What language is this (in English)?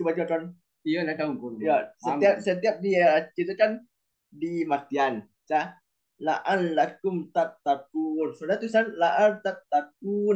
Minangkabau